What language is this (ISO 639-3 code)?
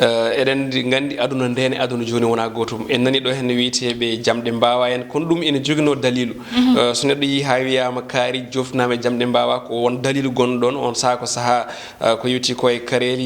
ful